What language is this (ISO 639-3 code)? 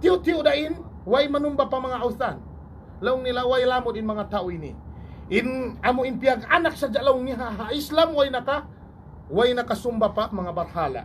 tsg